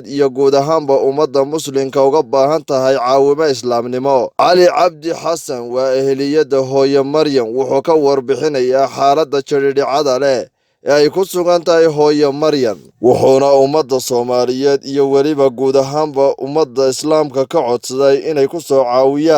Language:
Somali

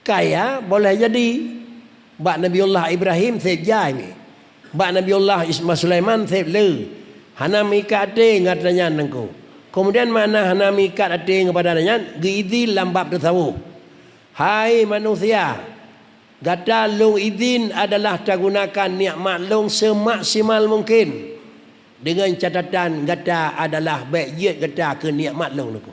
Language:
Achinese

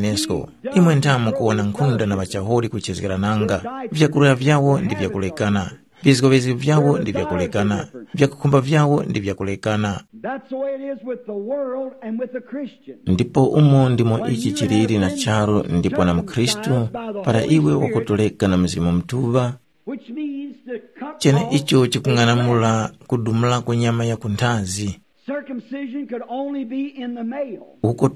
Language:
Tumbuka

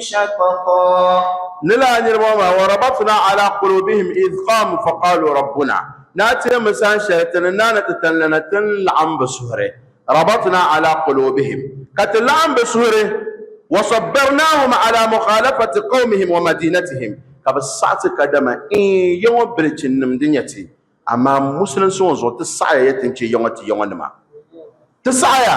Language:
Dagbani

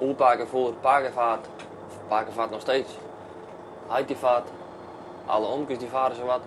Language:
Western Frisian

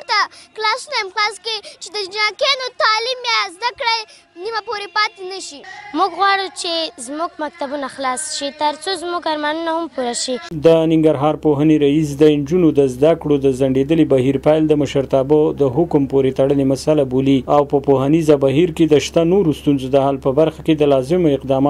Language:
Pashto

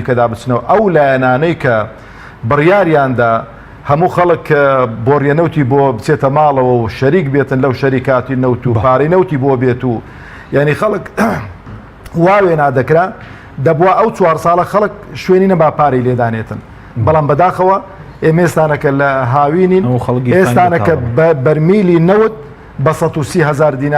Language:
Central Kurdish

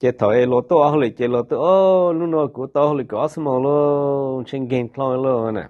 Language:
Hmong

